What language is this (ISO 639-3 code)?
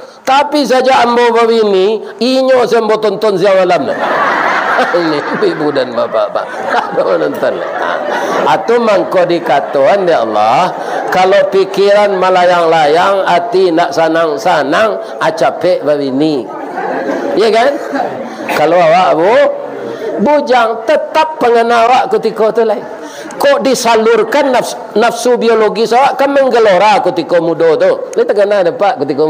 min